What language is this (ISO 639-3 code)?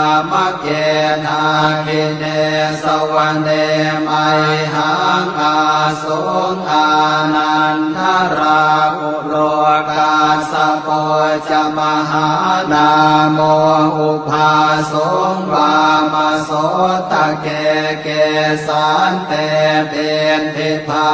pli